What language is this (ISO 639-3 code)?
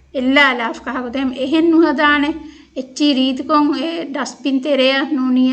div